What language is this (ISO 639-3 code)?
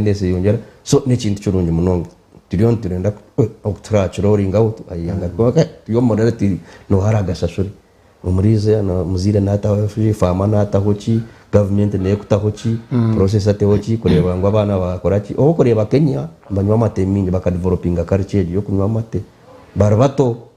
nyn